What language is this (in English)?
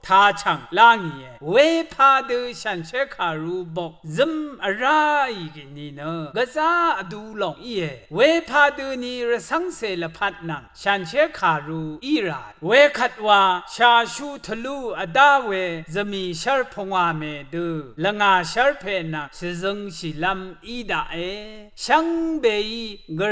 Rawang